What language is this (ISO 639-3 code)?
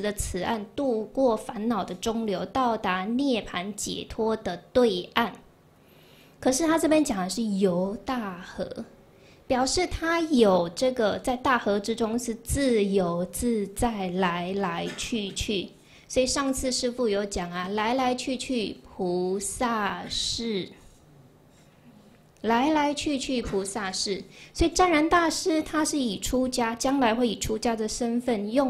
zho